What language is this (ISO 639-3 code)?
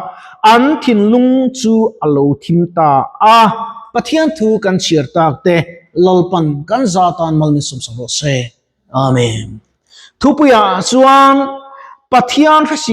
lus